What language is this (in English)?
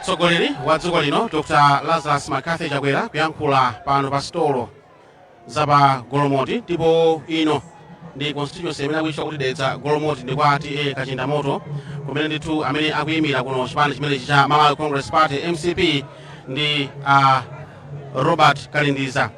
Nyanja